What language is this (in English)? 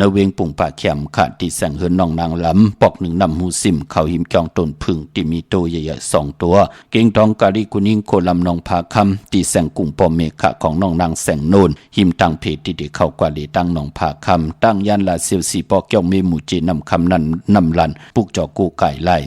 Shan